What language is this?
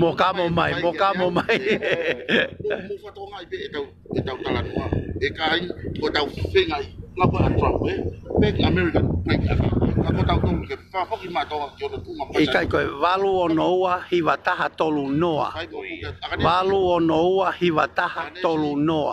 Tongan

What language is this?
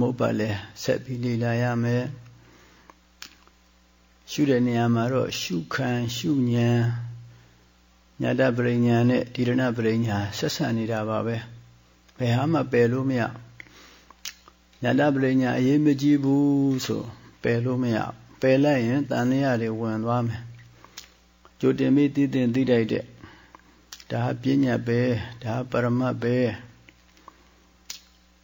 Burmese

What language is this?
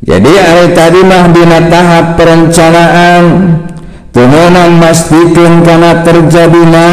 Sundanese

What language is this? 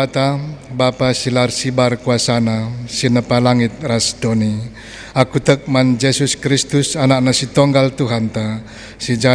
Batak Karo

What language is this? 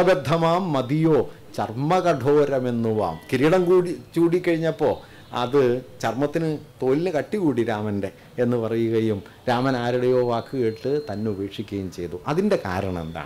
Malayalam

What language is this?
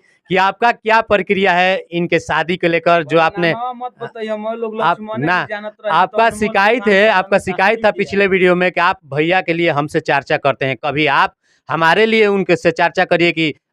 Bhojpuri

